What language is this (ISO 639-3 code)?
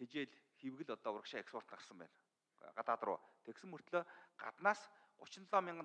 mon